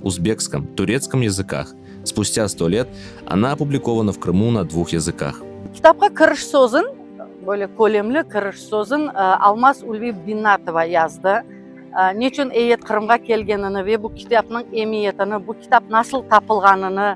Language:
Crimean Tatar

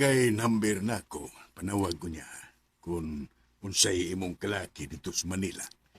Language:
Cebuano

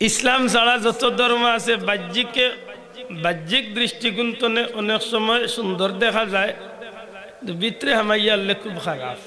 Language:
Sylheti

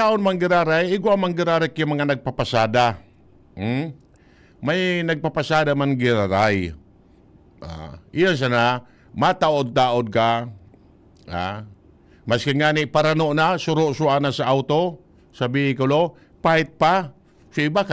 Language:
Bikol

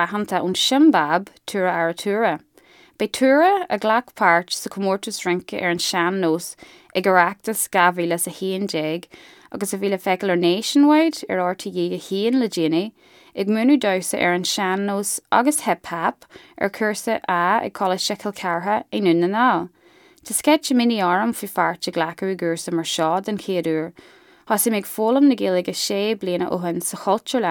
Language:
Irish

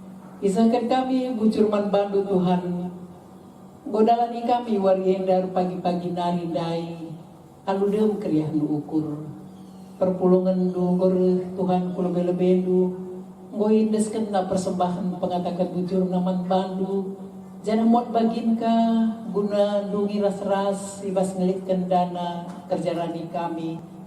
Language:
Batak Karo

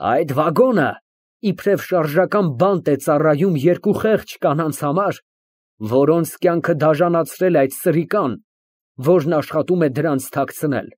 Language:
Armenian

